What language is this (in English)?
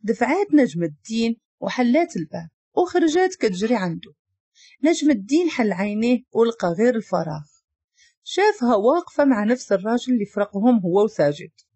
Moroccan Arabic